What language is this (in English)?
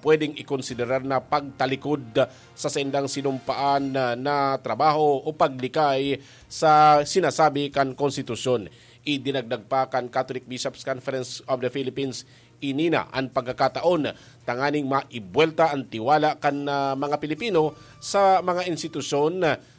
Bikol